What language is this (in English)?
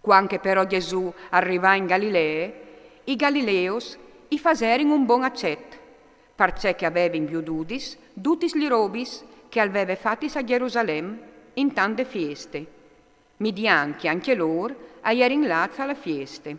Friulian